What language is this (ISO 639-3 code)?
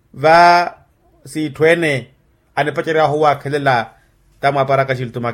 vmw